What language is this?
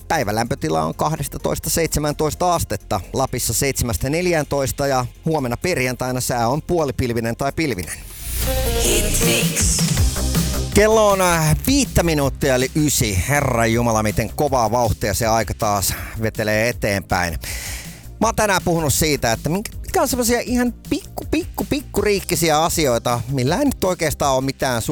Finnish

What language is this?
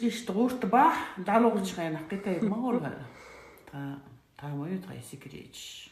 Chechen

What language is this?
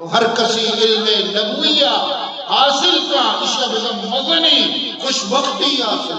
Eastern Balochi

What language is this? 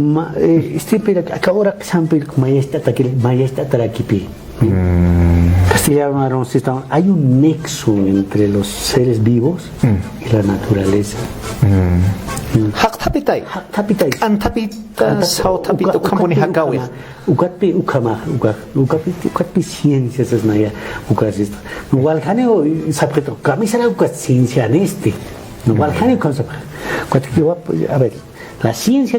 Aymara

